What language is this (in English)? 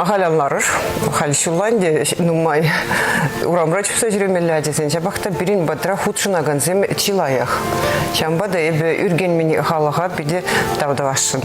Chuvash